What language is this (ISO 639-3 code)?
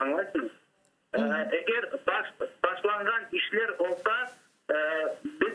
crh